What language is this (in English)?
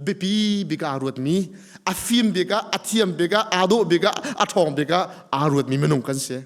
Hakha Chin